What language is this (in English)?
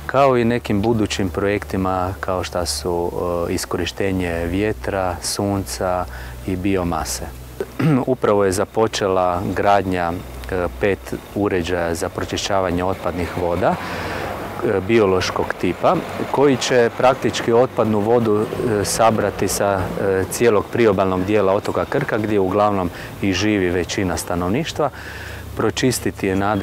Croatian